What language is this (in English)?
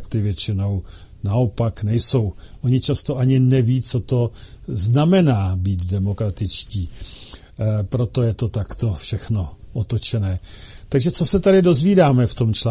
Czech